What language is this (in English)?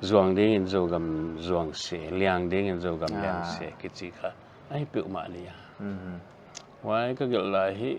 Paite Chin